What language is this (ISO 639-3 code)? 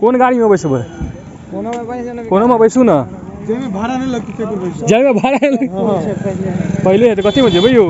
mai